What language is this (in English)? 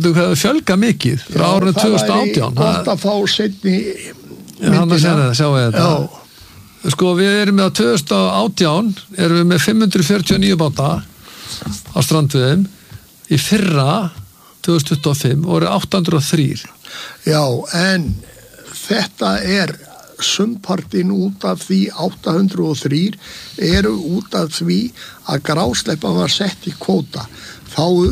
Icelandic